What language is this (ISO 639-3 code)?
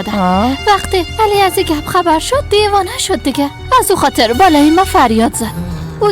fas